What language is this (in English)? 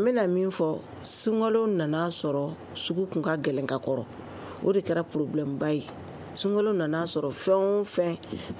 Bambara